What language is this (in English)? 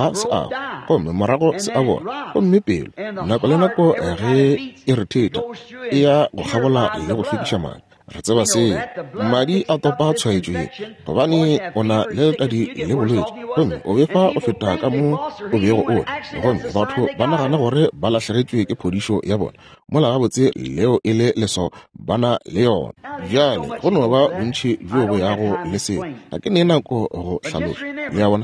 Northern Sotho